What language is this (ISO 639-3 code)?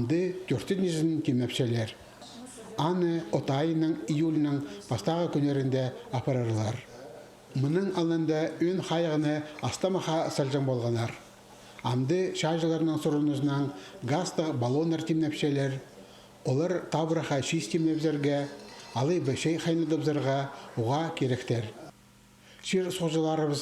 kjh